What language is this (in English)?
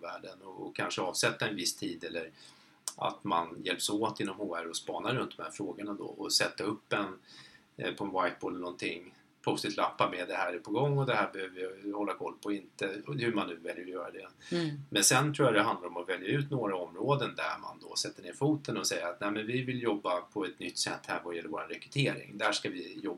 Swedish